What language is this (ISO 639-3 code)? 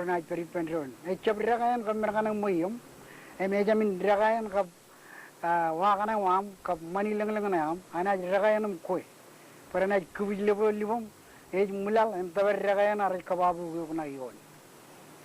mah